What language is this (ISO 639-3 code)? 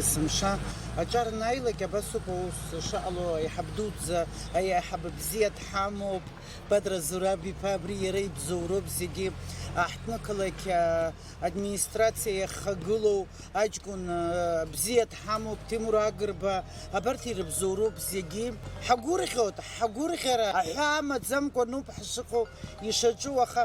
abk